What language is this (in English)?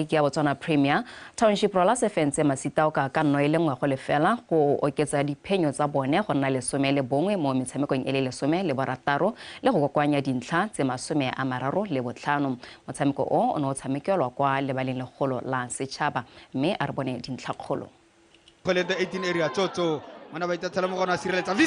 Tswana